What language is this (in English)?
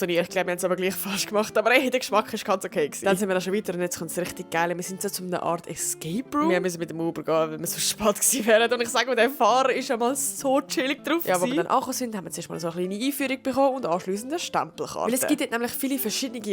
Swiss German